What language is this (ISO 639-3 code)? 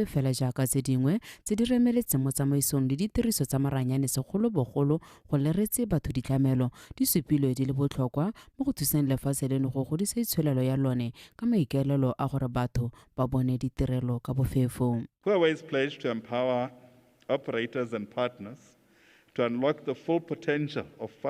tsn